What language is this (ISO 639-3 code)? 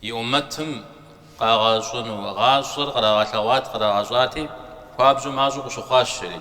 kbd